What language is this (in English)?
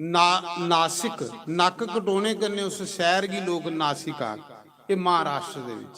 Dogri